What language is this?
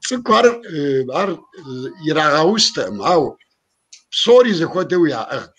Kabardian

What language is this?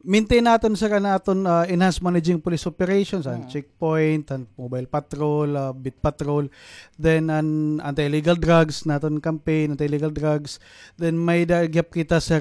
Waray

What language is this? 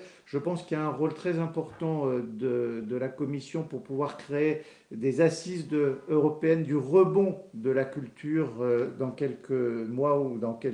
French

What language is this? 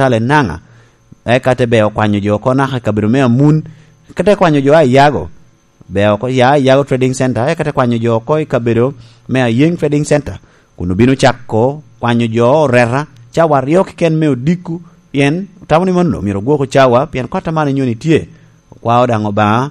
Lango (Uganda)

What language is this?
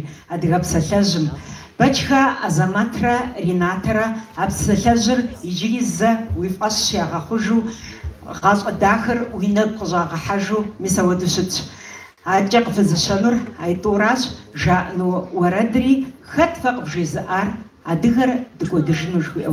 Kabardian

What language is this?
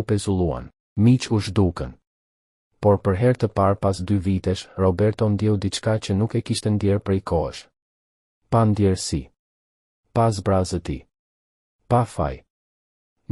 Albanian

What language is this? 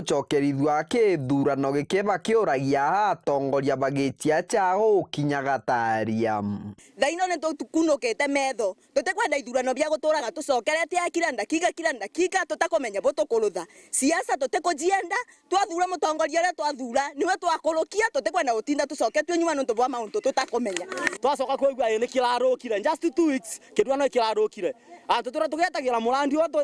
Meru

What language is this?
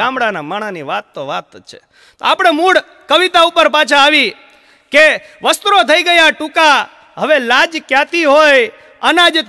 Gujarati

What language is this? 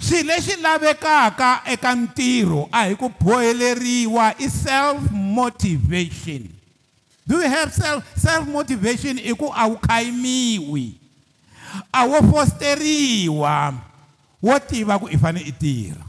Tsonga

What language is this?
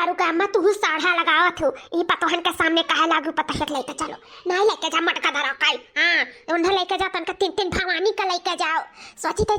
Awadhi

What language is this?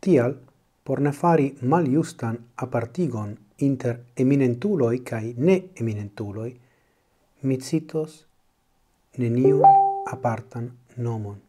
Esperanto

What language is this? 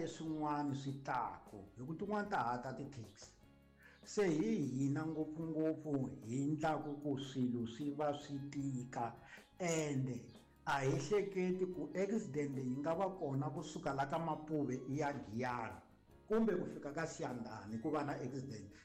Tsonga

